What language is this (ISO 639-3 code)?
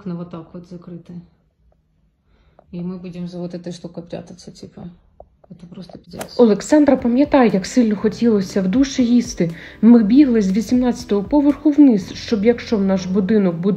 ukr